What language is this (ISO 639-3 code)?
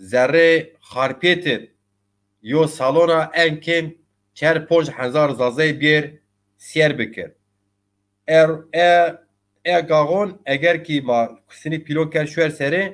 zza